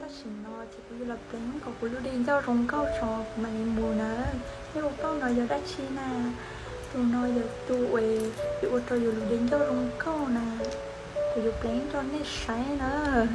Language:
Hmong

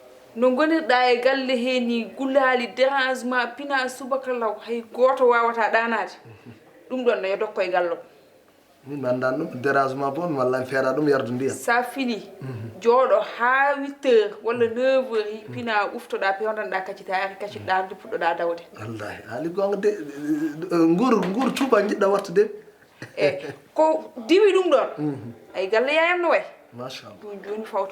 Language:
Fula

